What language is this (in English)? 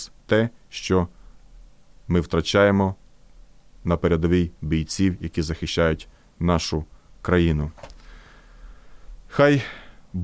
Ukrainian